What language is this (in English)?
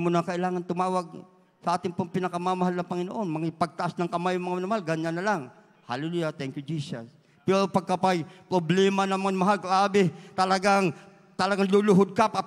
Filipino